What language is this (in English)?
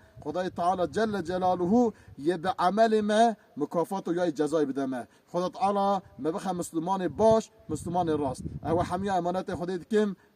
Kurdish